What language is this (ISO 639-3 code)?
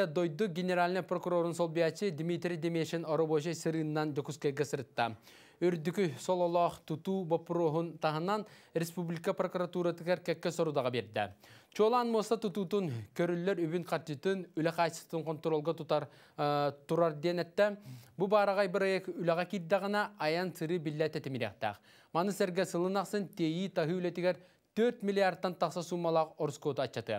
sah